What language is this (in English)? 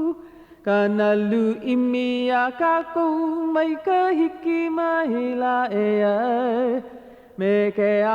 Hawaiian